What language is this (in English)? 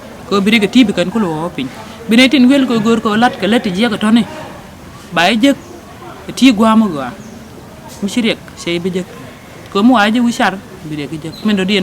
Nuer